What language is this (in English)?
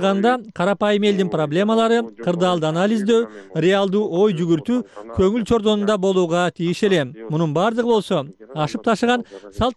Kyrgyz